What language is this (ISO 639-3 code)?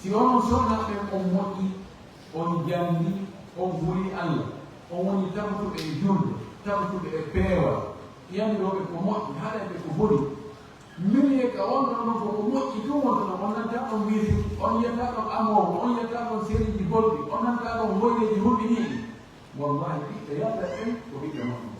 ful